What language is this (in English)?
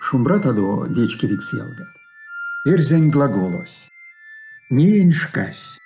Erzya